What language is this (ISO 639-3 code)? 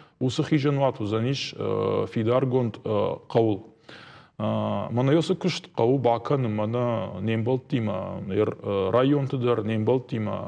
oss